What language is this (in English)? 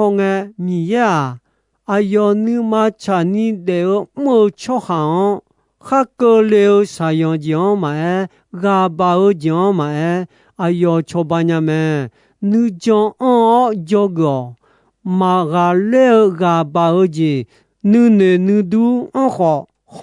Akha